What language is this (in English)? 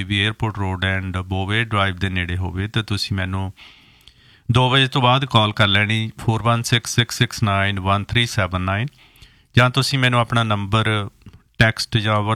Punjabi